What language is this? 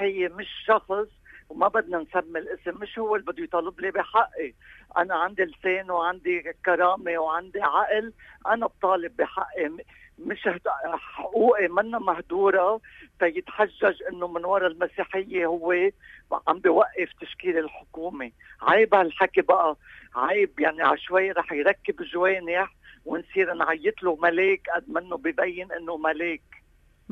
North Levantine Arabic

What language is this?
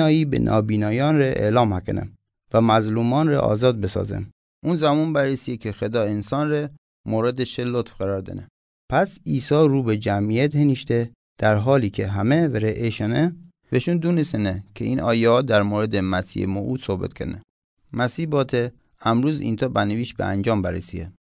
Gilaki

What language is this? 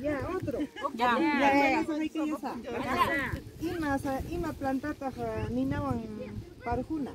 Ayacucho Quechua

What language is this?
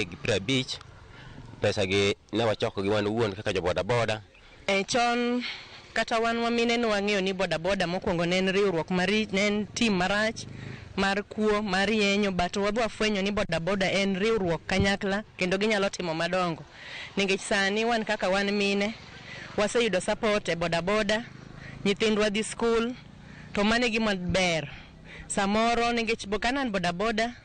Luo (Kenya and Tanzania)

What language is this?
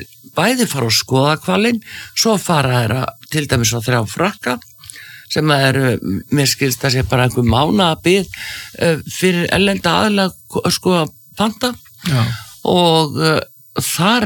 Icelandic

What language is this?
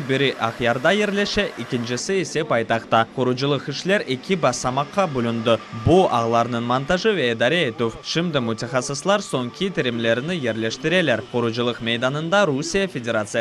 Crimean Tatar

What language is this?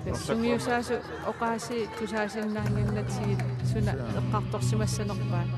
Kalaallisut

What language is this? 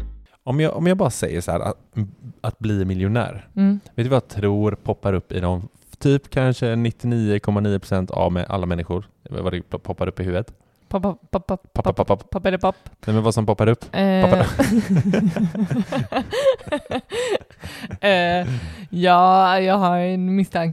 Swedish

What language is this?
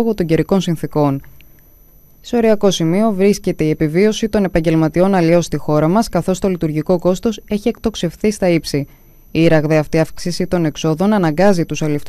Greek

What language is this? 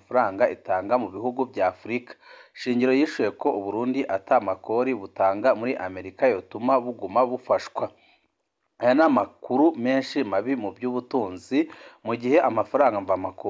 Rundi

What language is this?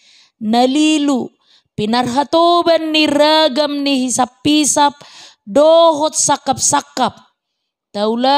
Batak Toba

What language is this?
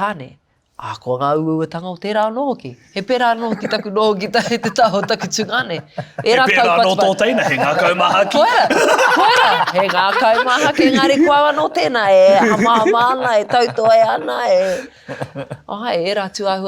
Māori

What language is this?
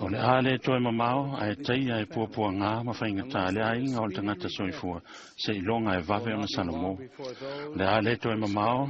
Samoan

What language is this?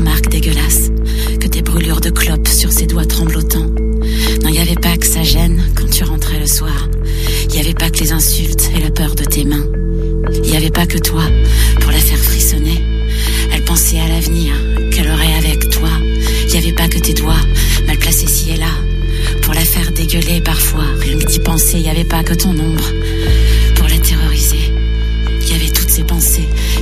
French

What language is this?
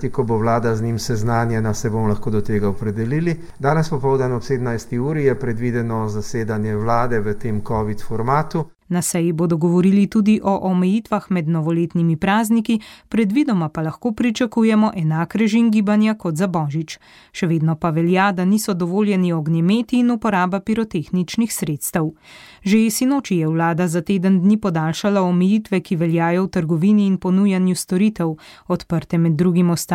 Slovenian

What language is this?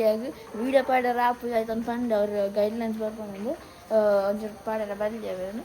Tulu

